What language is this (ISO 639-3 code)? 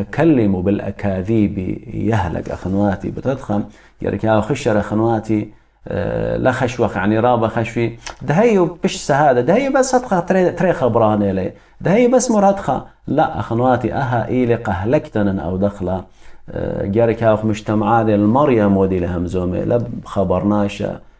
aii